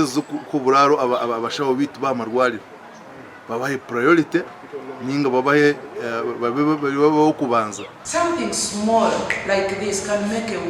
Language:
Nyankole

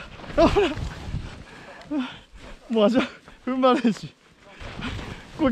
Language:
Japanese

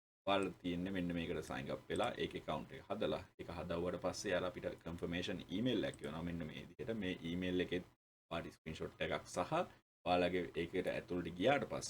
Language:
Sinhala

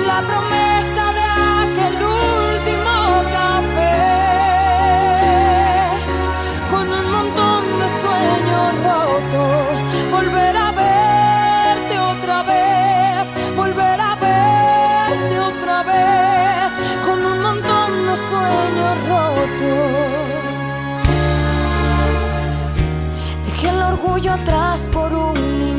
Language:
Spanish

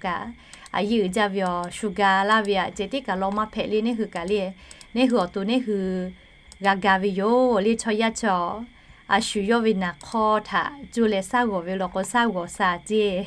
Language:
Lahu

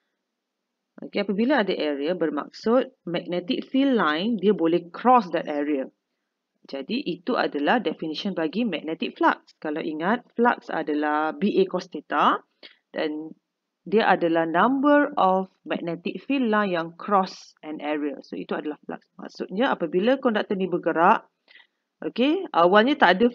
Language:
Malay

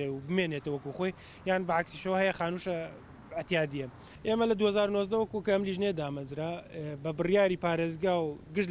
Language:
Central Kurdish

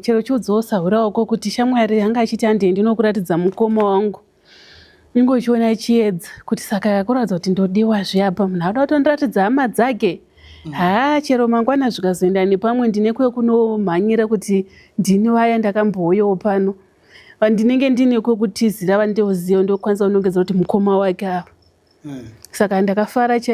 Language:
Shona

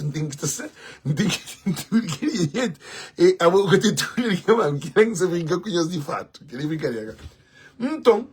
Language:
Kabuverdianu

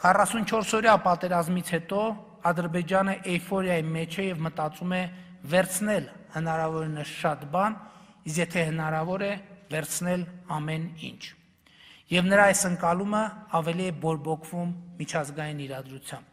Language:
Armenian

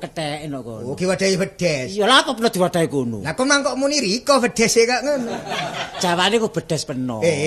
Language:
Javanese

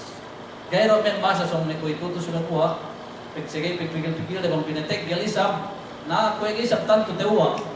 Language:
Yakan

